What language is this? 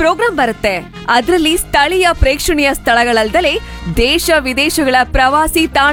Kannada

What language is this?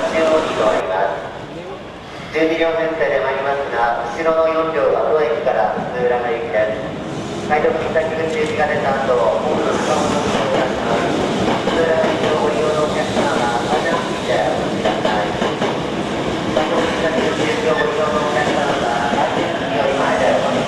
Japanese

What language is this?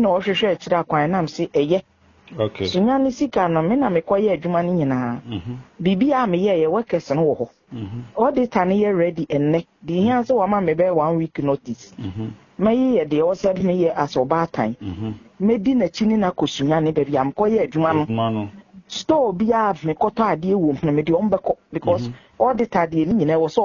Akan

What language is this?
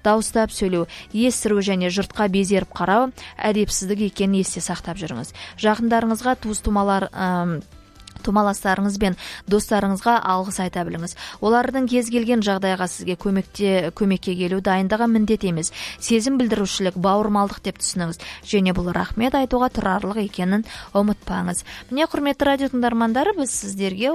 Kazakh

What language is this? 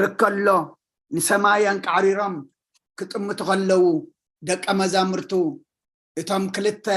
Tigrinya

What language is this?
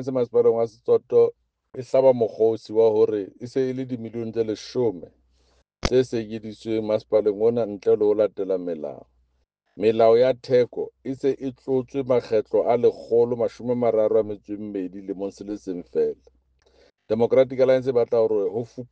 Southern Sotho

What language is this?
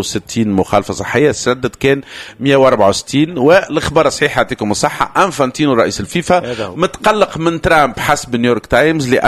Tunisian Arabic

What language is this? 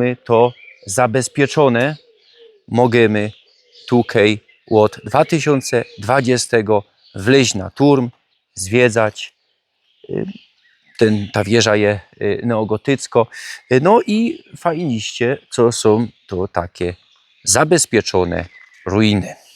Silesian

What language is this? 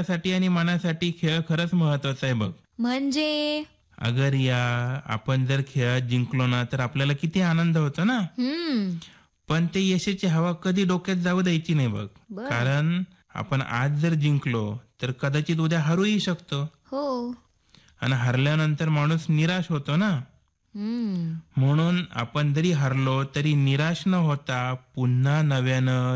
Marathi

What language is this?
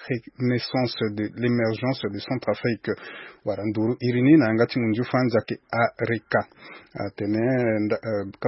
Sango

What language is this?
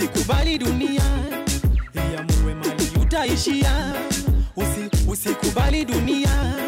Swahili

